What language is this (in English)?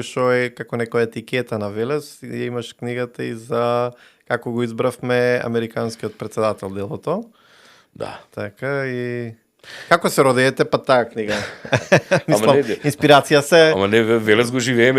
Macedonian